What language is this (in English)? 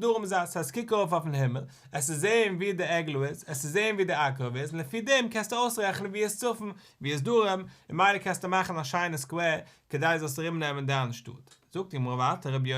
Yiddish